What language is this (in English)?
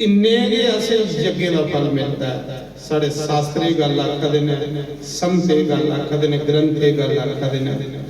Dogri